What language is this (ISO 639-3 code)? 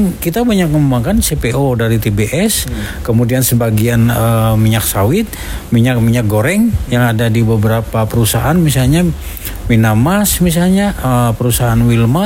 ind